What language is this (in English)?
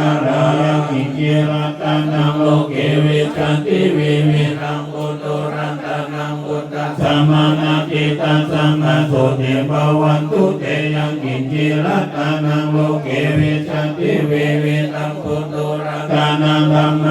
Pali